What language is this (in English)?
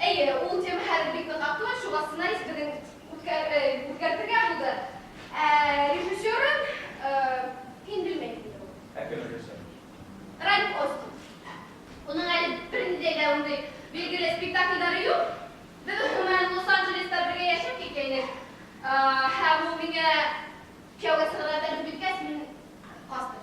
Bashkir